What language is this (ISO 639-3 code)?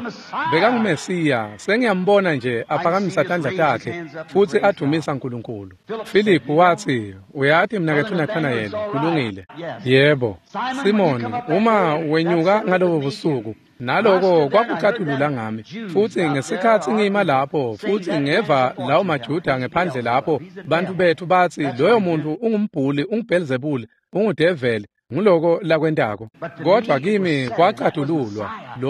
ssw